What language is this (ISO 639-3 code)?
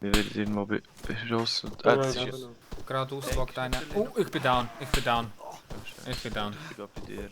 gsw